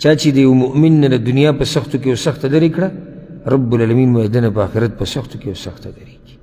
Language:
Pashto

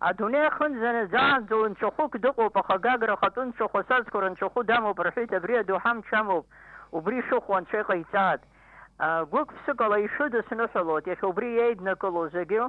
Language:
Abkhazian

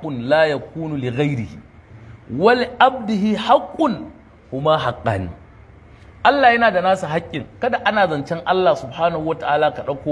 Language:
Hausa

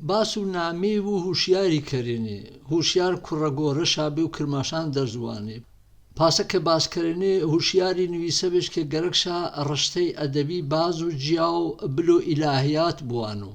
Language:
Gurani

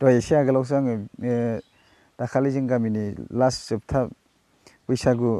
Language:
Bodo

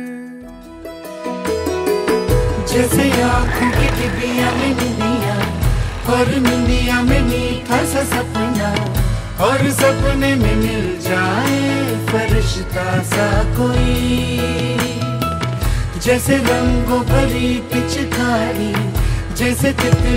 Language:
Hindi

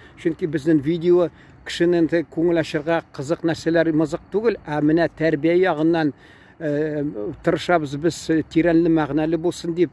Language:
Tatar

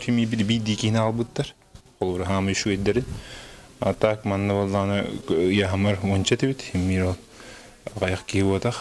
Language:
Yakut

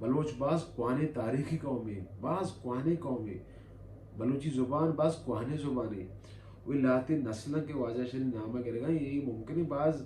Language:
Baluchi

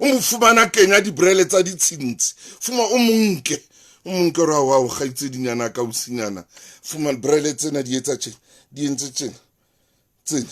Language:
Southern Sotho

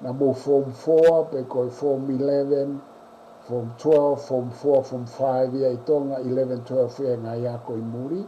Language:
Tongan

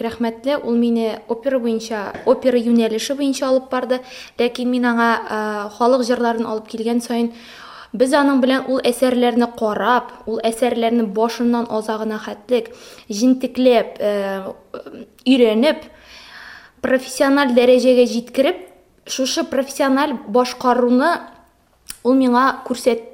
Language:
Tatar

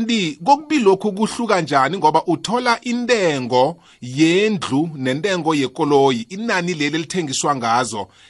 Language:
South Ndebele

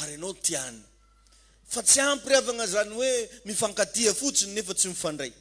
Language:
Malagasy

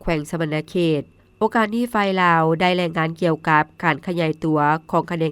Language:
Lao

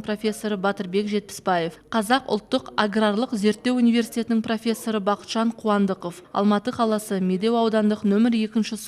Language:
Kazakh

